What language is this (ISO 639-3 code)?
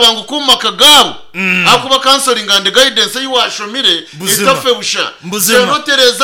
nyn